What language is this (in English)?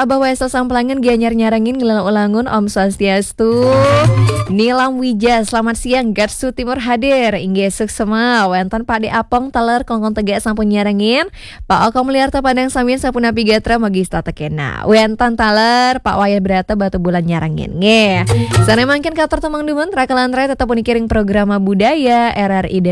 Balinese